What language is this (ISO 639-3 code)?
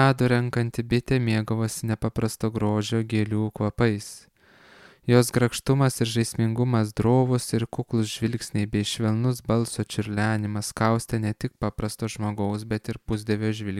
lit